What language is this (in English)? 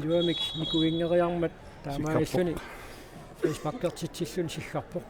Kalaallisut